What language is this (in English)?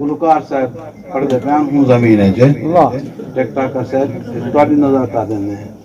Saraiki